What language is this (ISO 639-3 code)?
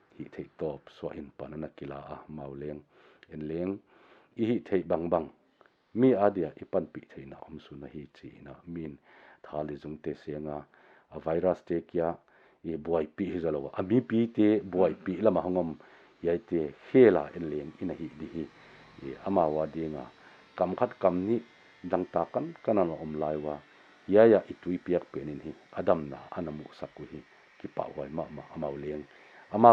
pck